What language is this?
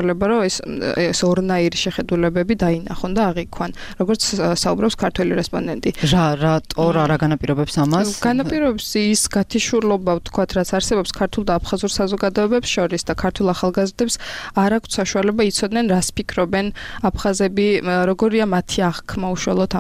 Georgian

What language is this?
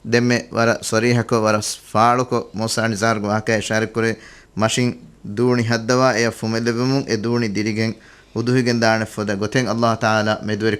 Divehi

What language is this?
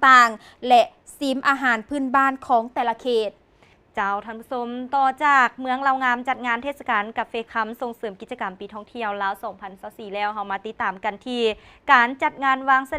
Lao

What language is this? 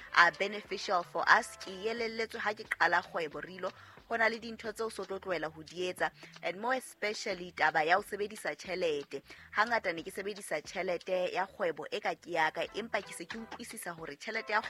Southern Sotho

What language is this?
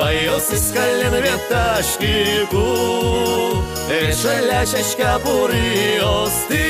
Udmurt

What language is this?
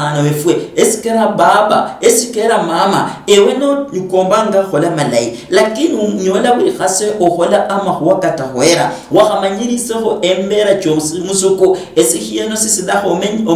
Luyia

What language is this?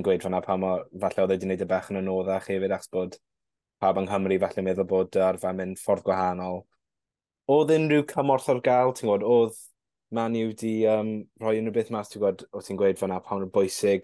Welsh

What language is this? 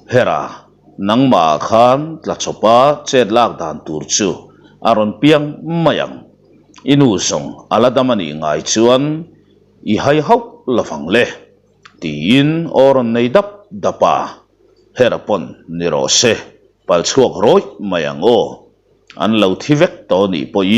Mizo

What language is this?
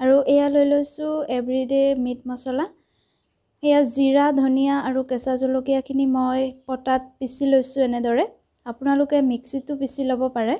Assamese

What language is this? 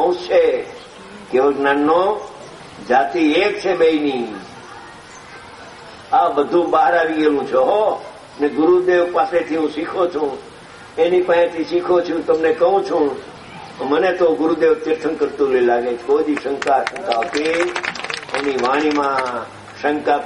Gujarati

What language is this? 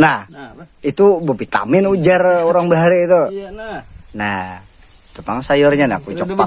Banjar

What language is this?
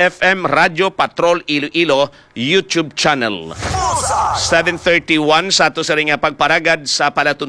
Hiligaynon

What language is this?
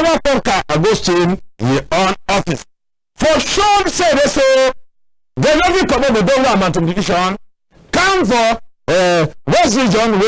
Cameroon Pidgin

